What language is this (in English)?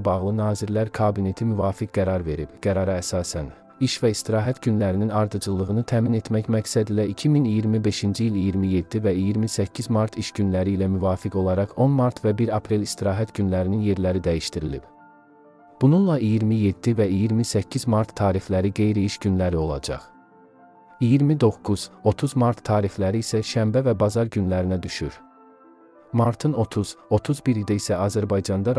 Azerbaijani